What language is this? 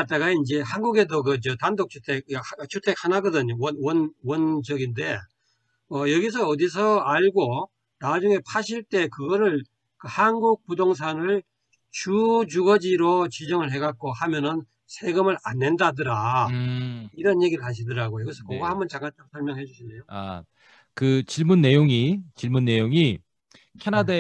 Korean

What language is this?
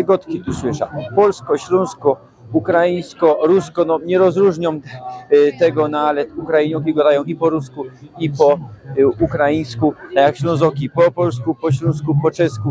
Silesian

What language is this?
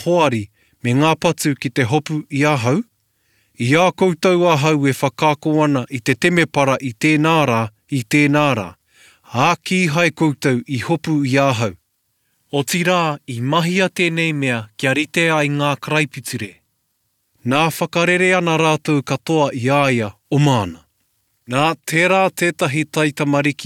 Māori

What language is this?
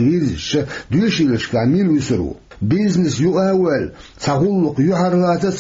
Chechen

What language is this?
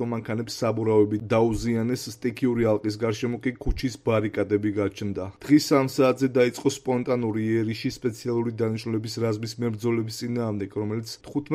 Georgian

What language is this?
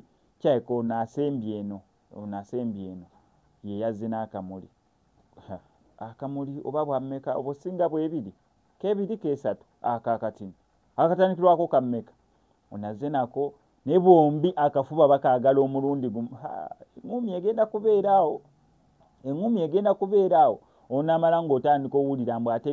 Ganda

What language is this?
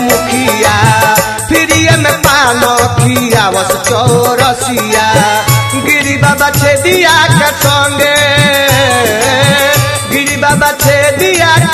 Bhojpuri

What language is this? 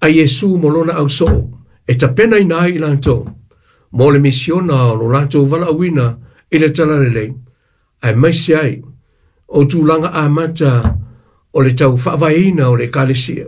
Samoan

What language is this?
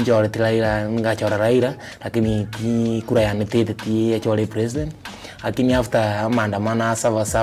Gusii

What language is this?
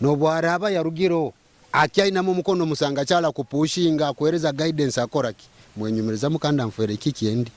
Nyoro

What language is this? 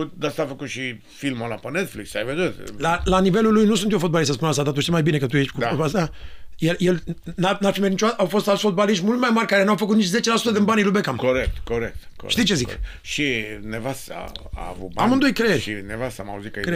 Romanian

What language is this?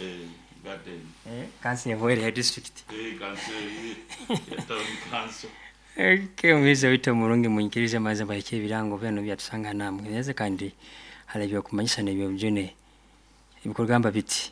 Nyoro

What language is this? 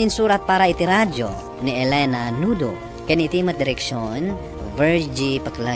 Iloko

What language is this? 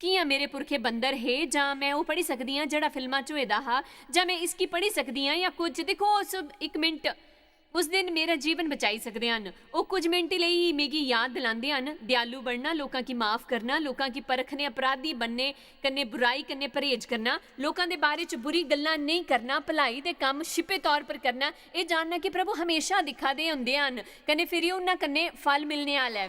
Dogri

